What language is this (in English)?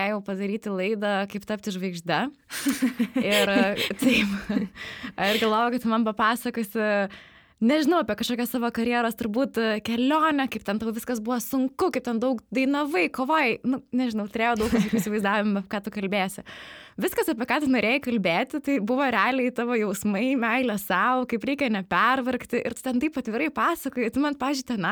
Lithuanian